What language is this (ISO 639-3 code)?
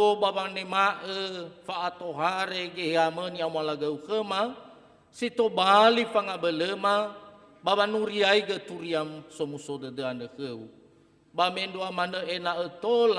nia